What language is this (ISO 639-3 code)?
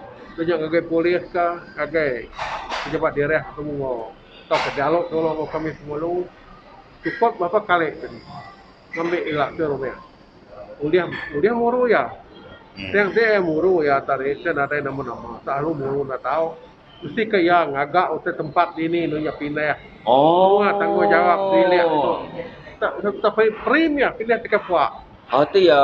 iba